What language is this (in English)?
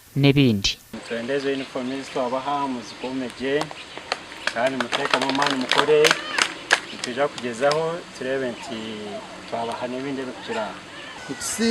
Nyankole